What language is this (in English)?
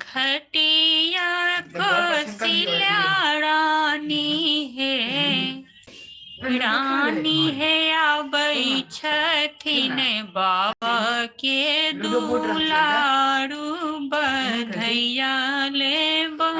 Maithili